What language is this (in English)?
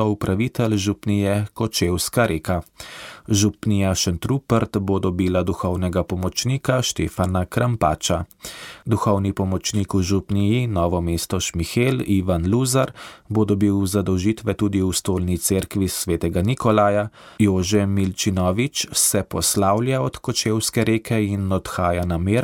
Slovenian